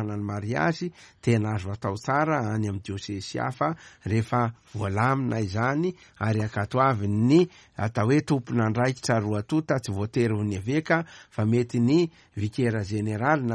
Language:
Malagasy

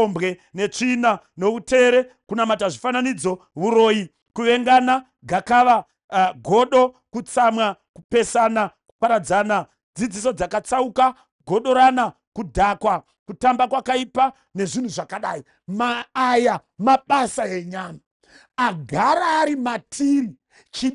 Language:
Shona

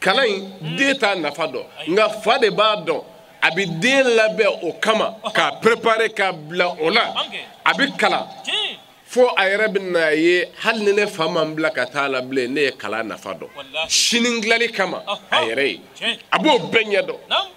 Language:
Bambara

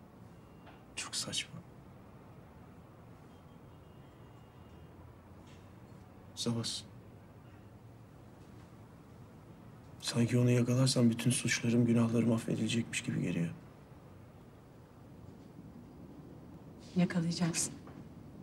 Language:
Turkish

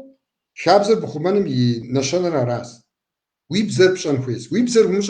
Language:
Kabardian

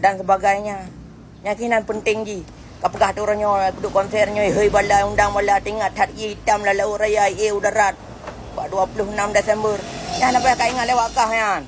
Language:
Achinese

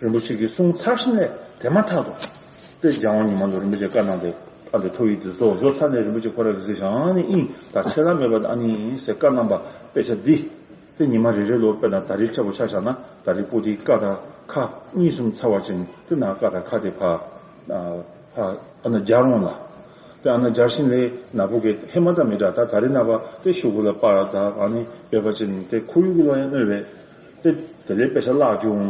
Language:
Tibetan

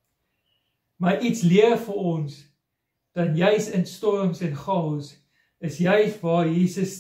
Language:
Afrikaans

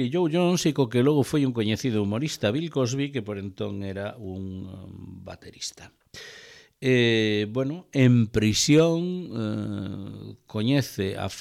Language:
Galician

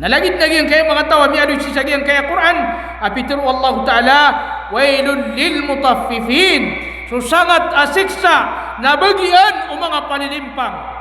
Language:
Maranao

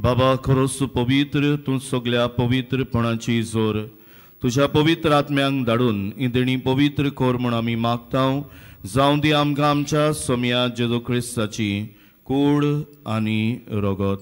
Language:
Konkani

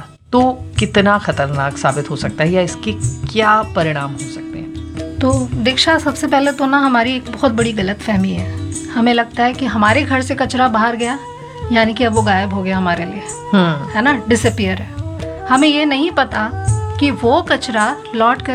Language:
Hindi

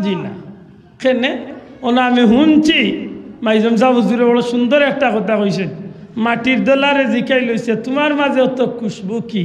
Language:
Sylheti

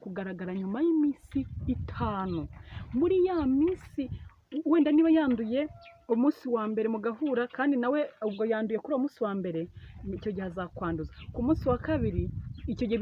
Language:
Kinyarwanda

